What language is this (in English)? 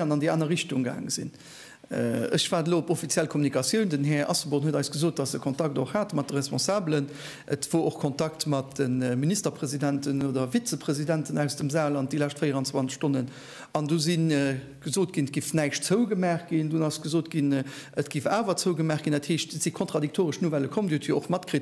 Luxembourgish